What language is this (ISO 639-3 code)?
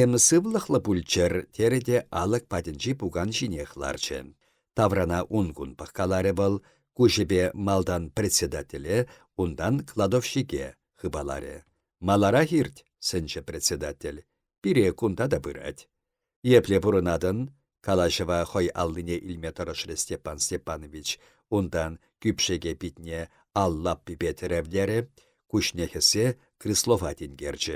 chv